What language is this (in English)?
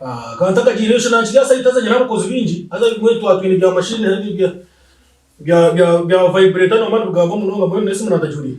Nyankole